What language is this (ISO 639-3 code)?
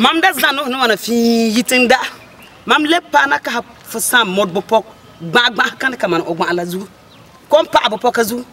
kus